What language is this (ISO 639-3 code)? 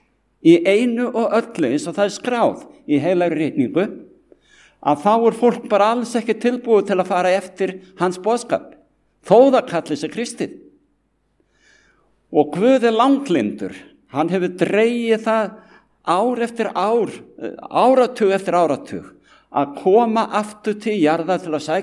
isl